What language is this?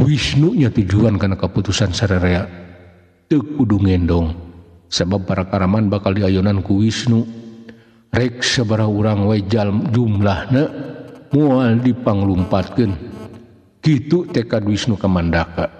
Sundanese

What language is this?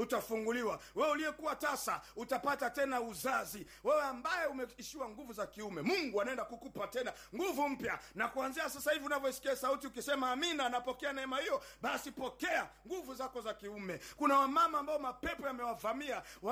Swahili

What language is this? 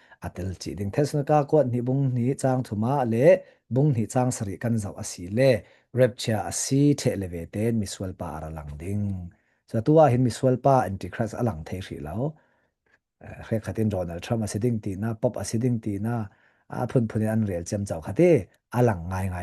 Falam Chin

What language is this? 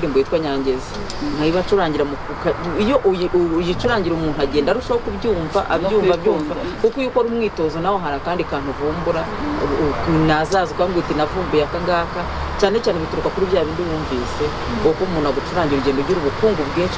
Kinyarwanda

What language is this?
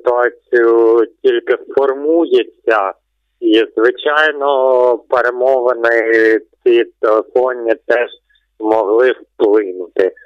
Ukrainian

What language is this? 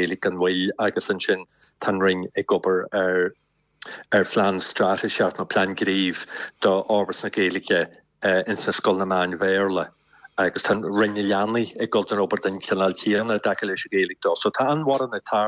Irish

